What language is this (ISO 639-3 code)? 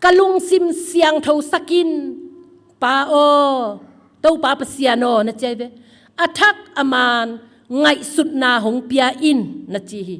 ctd